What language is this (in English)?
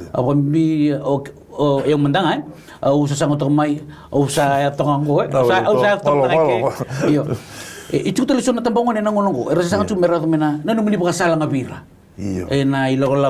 Fijian